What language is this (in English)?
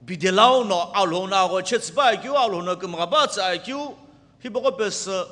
Sumi Naga